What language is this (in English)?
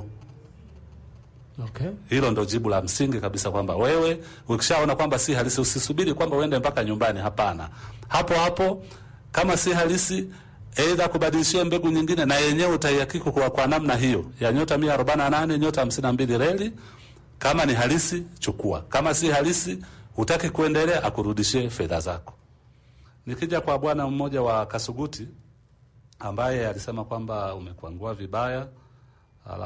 Swahili